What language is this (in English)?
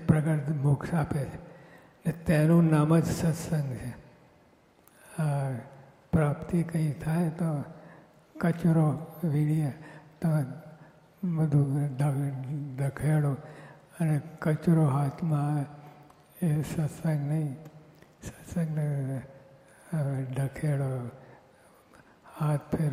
Gujarati